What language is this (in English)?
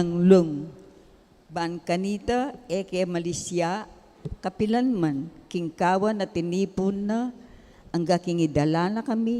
Pampanga